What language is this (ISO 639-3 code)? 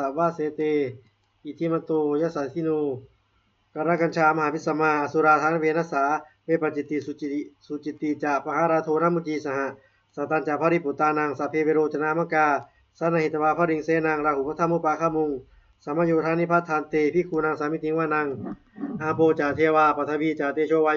pli